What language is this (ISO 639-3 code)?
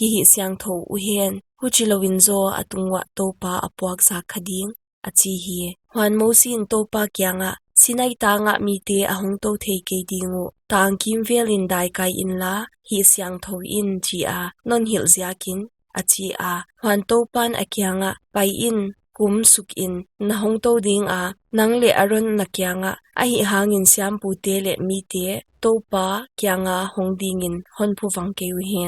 pck